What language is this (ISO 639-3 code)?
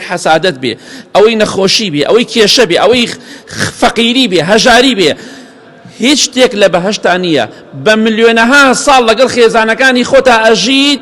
ckb